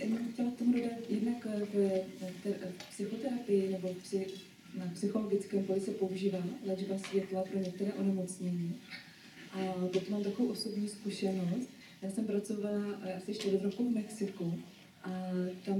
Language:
Czech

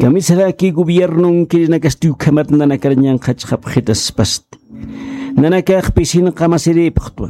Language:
Aymara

